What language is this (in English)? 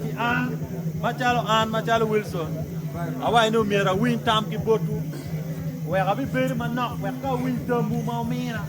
Acoli